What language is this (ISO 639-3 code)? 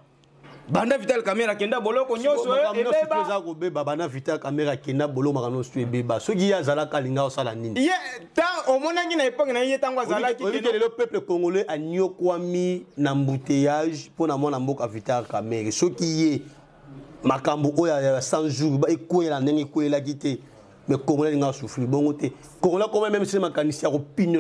lin